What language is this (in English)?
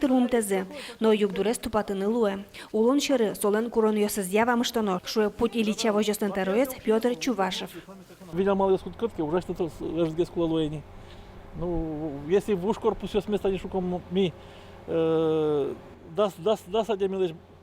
Udmurt